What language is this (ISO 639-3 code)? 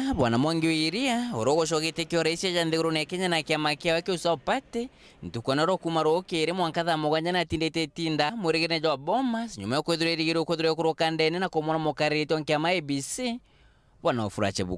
mer